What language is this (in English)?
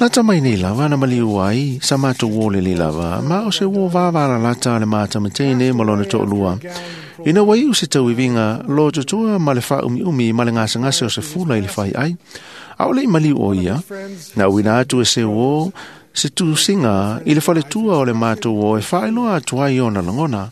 Samoan